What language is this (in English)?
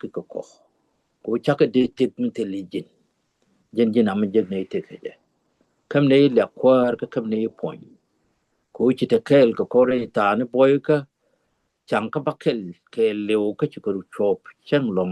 Nuer